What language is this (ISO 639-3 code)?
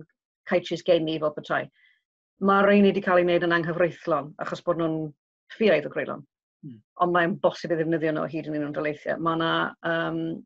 cym